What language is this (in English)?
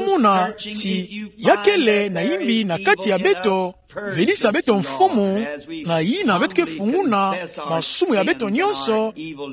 Kituba (Democratic Republic of Congo)